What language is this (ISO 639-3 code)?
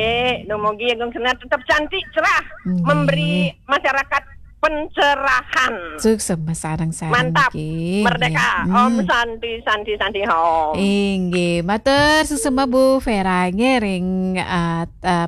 ban